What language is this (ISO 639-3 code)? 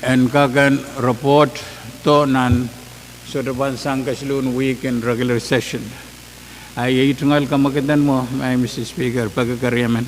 pon